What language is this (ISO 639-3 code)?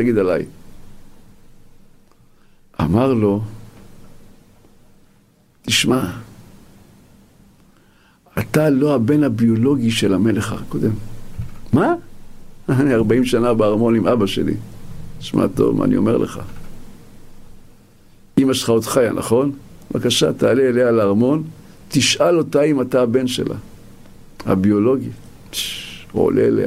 heb